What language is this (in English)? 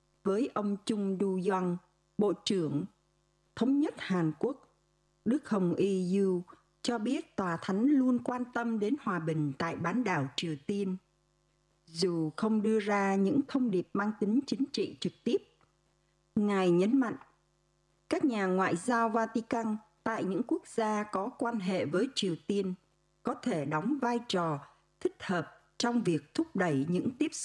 Vietnamese